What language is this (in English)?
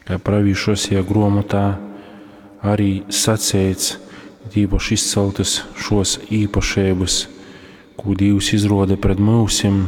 Latgalian